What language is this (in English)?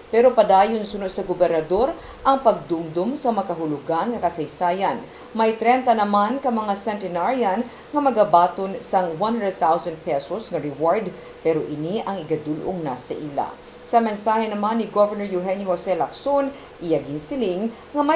Hiligaynon